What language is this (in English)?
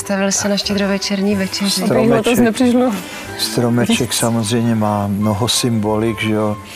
Czech